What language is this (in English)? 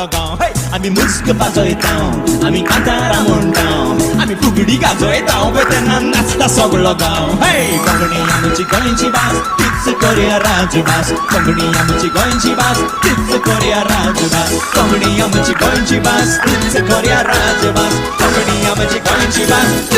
Konkani